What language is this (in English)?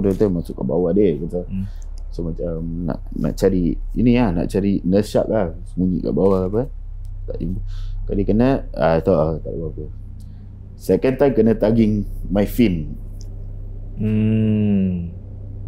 Malay